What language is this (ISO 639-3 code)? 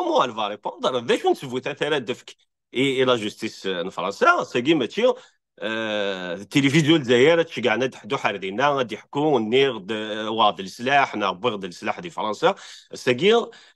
kab